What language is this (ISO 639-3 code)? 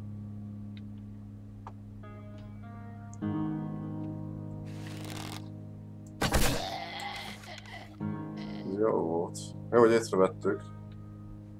hun